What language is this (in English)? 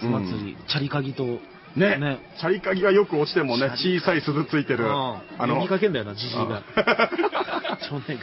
Japanese